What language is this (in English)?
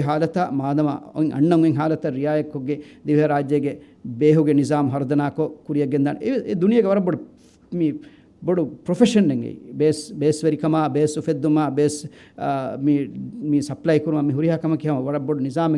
Divehi